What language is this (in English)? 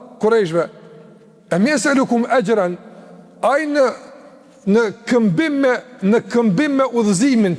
Albanian